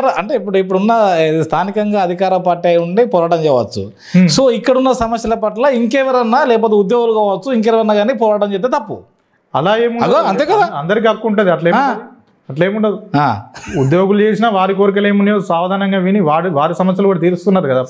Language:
Telugu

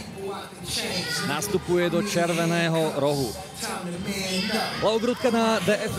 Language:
Czech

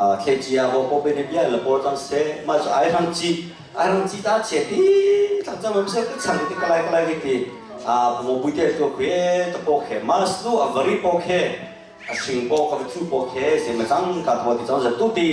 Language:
Hakha Chin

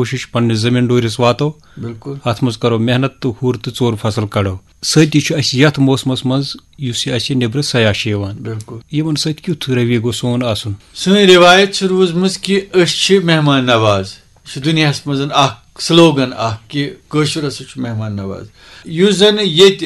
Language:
Kashmiri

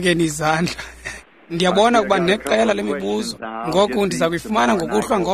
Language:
Xhosa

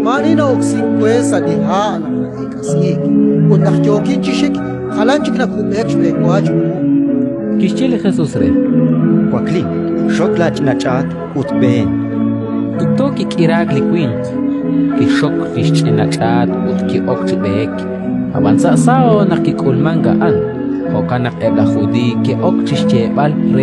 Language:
Kekchí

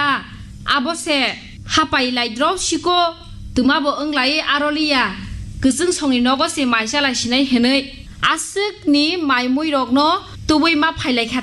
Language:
Kok Borok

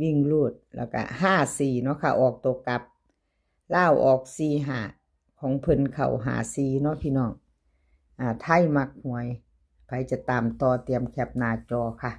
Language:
Northeastern Thai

